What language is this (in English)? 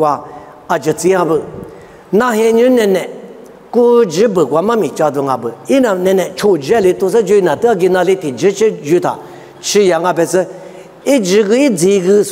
Lisu